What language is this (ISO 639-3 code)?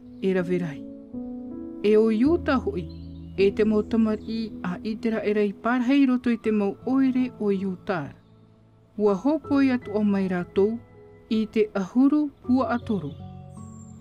tah